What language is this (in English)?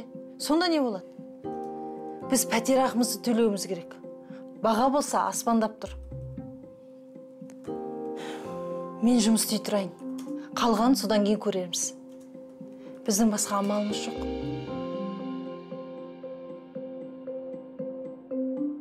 Kazakh